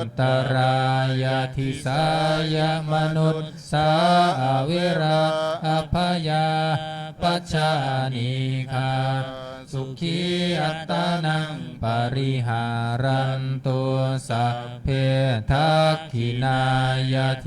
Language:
Pali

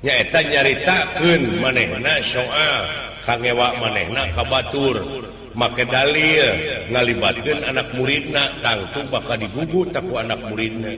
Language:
Sundanese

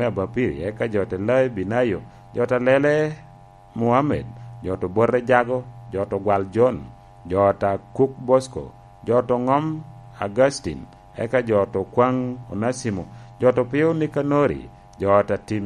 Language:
Lango (Uganda)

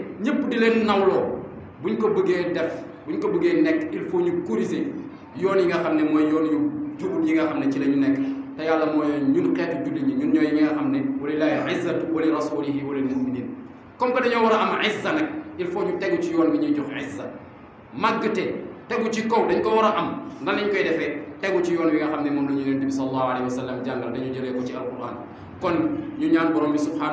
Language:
Wolof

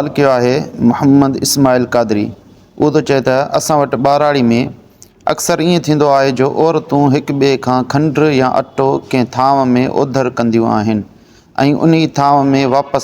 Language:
Sindhi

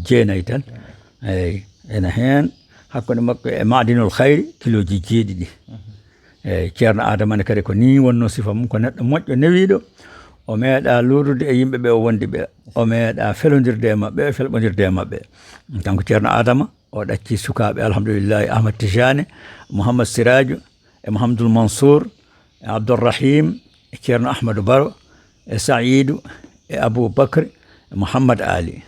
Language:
Fula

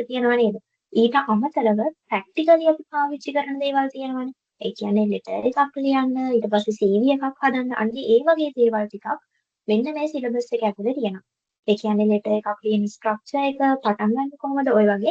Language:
Sinhala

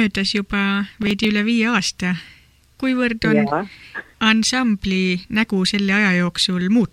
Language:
Estonian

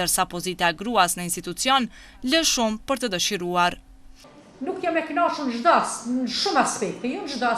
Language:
Albanian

